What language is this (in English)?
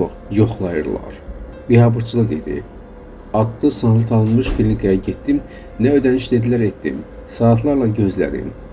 Azerbaijani